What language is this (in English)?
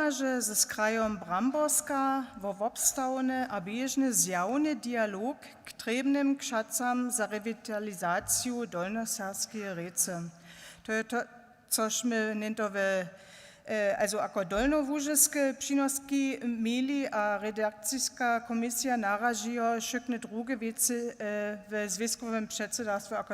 Upper Sorbian